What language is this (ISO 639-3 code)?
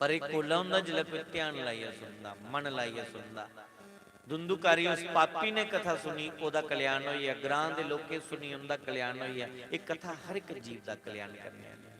doi